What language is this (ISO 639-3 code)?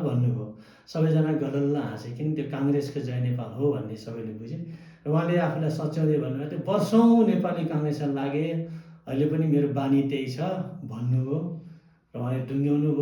nep